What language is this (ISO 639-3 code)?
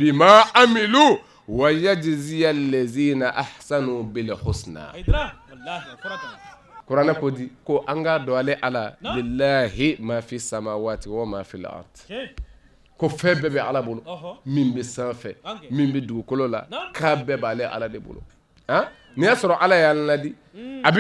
bam